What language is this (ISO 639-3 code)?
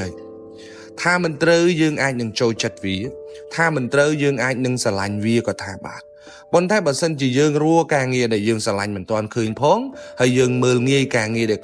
khm